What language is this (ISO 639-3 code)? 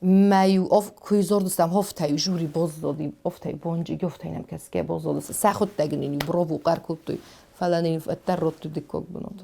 oss